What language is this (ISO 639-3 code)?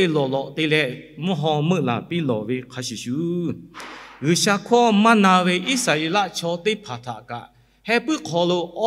lhu